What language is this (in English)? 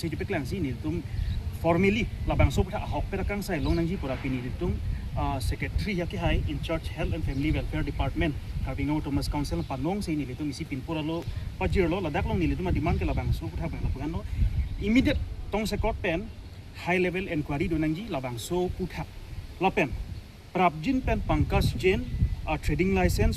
Karbi